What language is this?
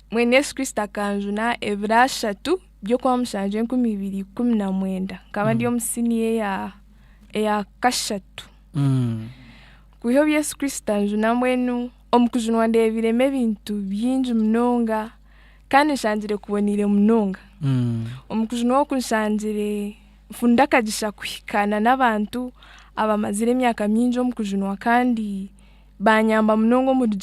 Nyankole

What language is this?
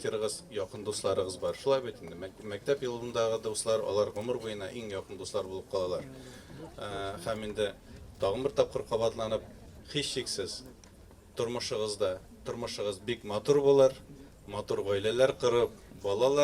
Tatar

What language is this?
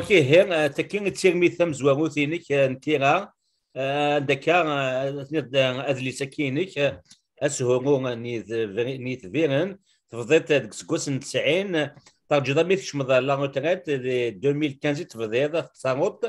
Kabyle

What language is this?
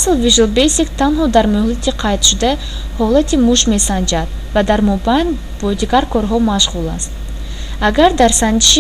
Tajik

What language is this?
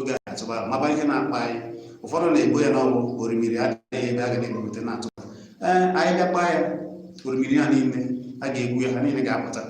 Igbo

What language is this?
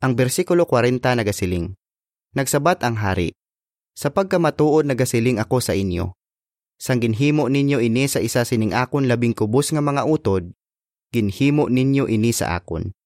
Hiligaynon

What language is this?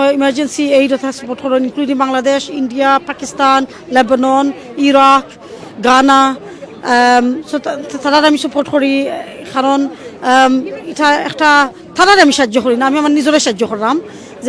Sylheti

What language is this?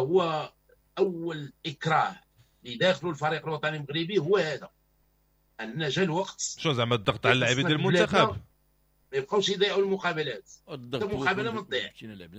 Moroccan Arabic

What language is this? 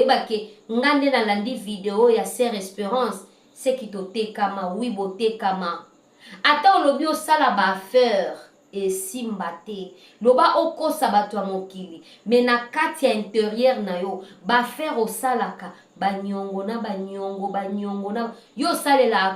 Lingala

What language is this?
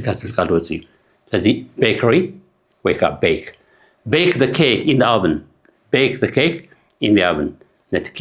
Tigrinya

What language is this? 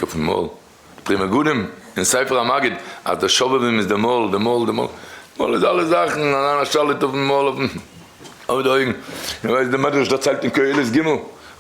Yiddish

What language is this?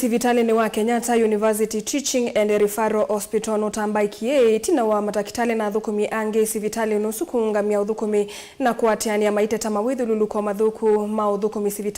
Kamba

